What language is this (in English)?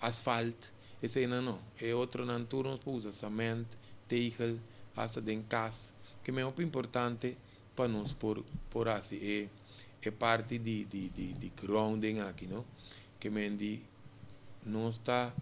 Papiamento